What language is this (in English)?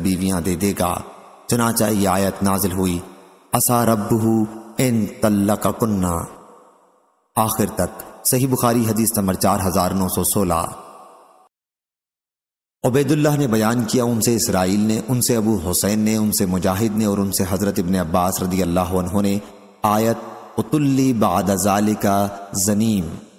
Urdu